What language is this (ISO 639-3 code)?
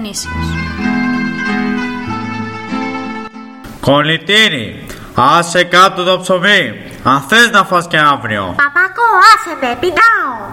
ell